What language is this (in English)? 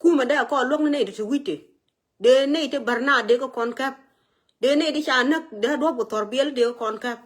Nuer